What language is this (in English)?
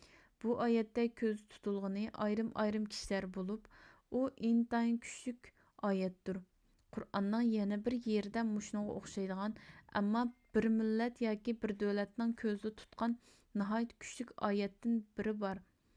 Uyghur